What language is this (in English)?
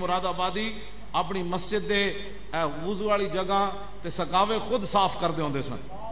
Western Panjabi